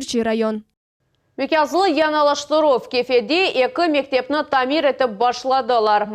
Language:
Crimean Tatar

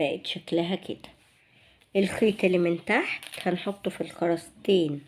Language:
Egyptian Arabic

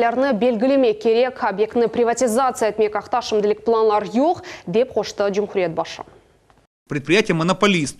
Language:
Crimean Tatar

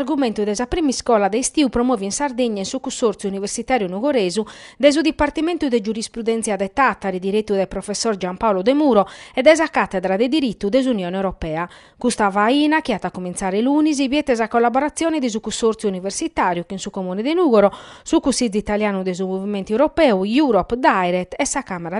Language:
Sardinian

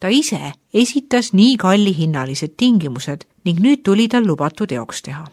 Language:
Estonian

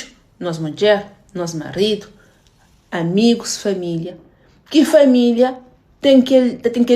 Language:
Kabuverdianu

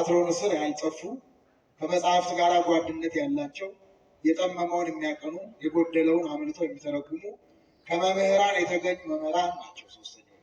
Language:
Amharic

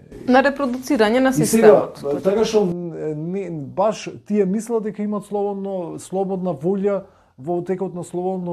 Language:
Macedonian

